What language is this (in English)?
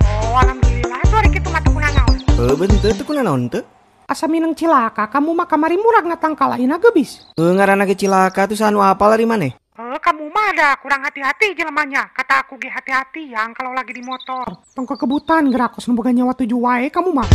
Sundanese